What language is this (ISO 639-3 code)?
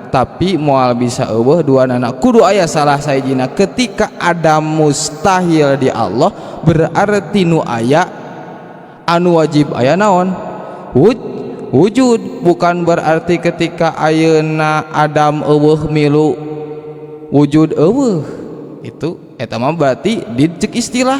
sun